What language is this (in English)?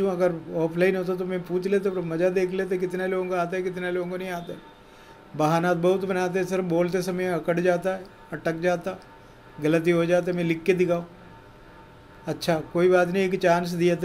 Hindi